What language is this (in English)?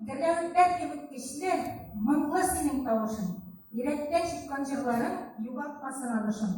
Tatar